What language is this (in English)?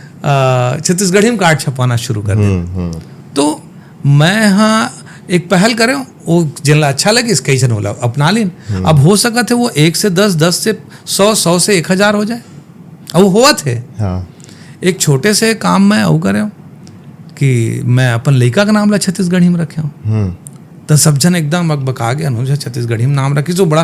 Chhattisgarhi